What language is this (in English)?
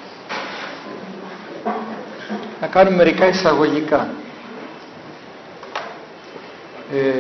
Greek